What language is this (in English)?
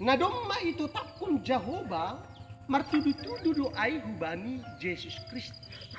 Batak Simalungun